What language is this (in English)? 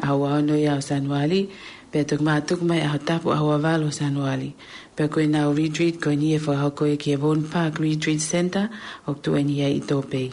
Tongan